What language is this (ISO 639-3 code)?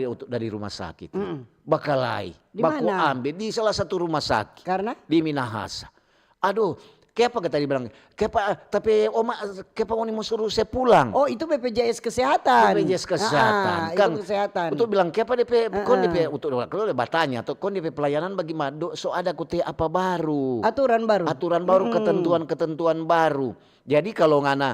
xmm